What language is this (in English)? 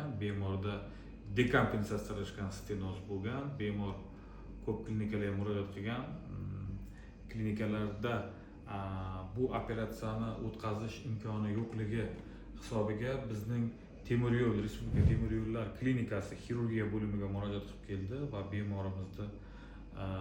Uzbek